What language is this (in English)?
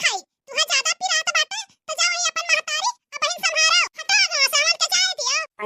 Bhojpuri